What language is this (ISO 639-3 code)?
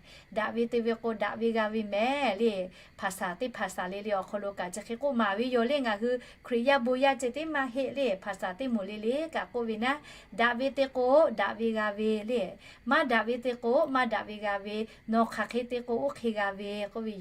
lhu